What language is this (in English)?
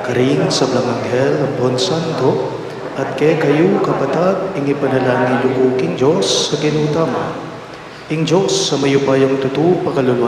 Pampanga